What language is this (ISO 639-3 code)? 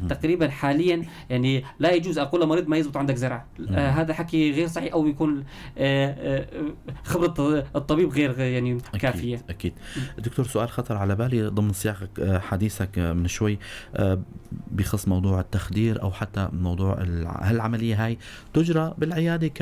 apc